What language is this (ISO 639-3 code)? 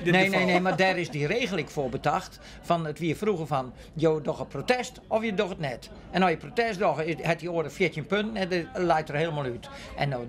fry